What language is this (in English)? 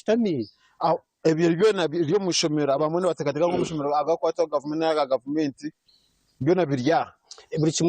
Nyankole